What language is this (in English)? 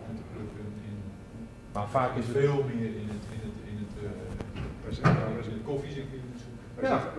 Dutch